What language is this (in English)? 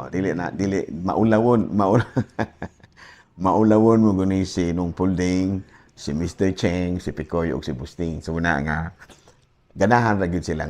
Cebuano